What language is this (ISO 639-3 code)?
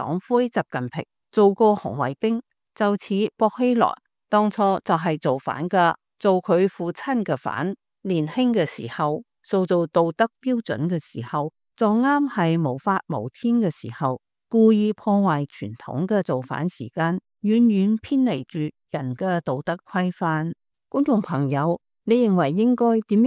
yue